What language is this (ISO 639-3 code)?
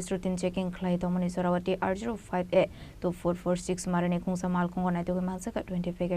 trp